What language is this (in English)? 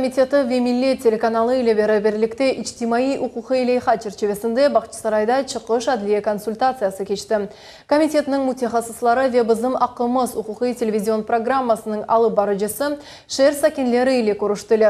Crimean Tatar